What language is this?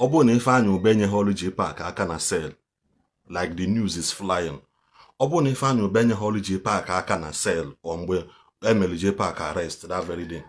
Igbo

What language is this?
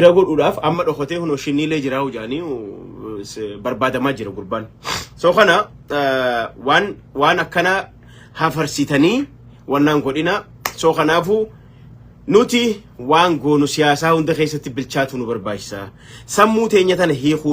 Oromo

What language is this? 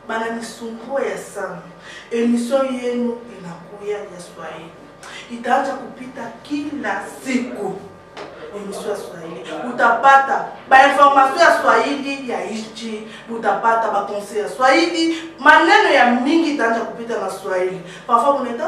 Lingala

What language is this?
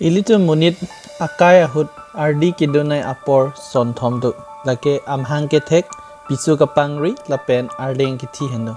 Karbi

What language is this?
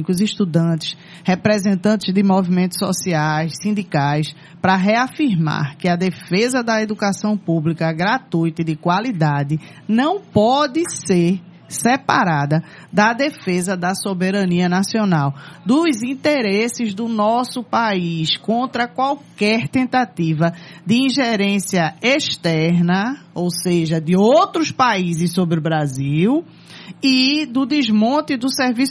Portuguese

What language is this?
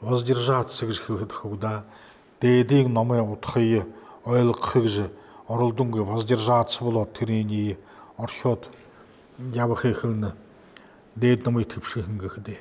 Buriat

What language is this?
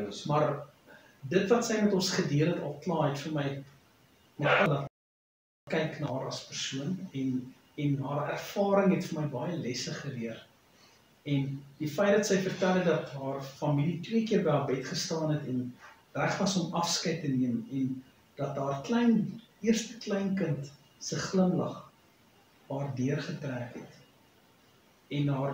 Afrikaans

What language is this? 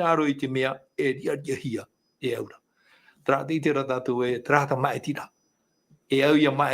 Tahitian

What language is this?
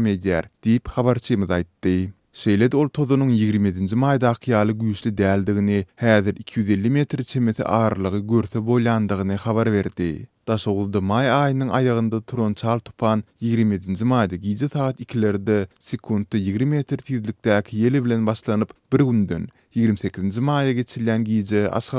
Turkmen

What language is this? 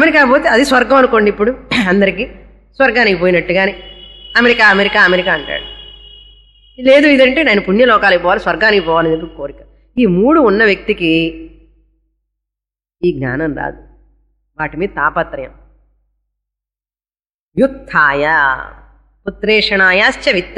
Telugu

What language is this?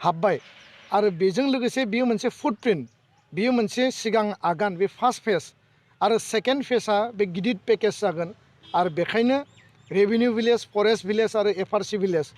Bodo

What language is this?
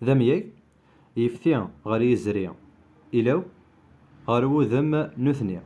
Kabyle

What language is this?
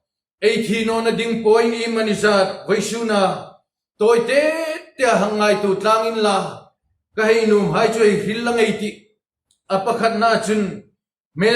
Hmar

